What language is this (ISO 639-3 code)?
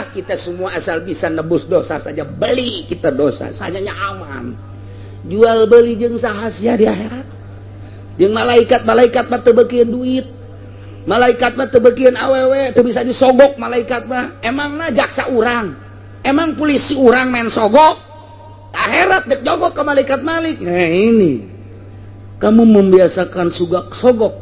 sun